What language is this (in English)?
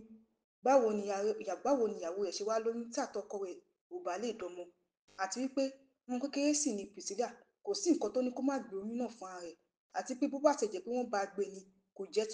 Yoruba